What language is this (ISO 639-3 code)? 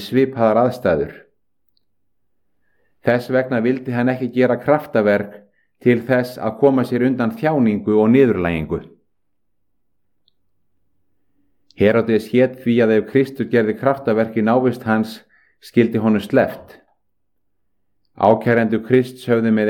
isl